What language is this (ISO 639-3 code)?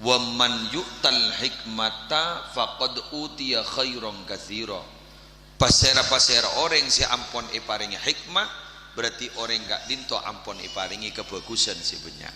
mad